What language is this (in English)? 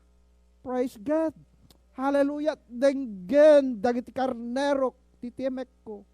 Iloko